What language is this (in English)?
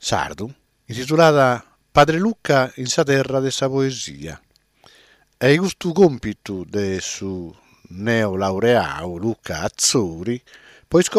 Sardinian